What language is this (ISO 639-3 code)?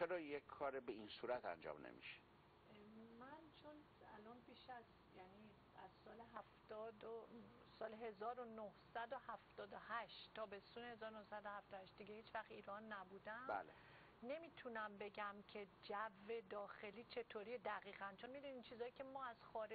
fas